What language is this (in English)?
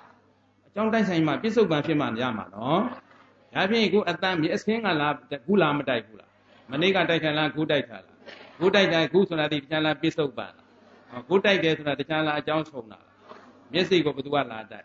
Burmese